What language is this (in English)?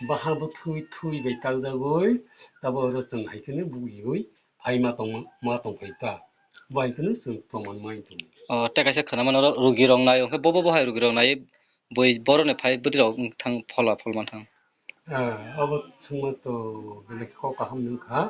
Kok Borok